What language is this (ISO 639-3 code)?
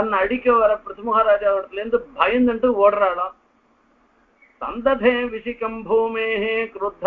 tam